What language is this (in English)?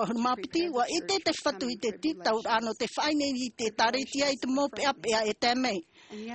Tahitian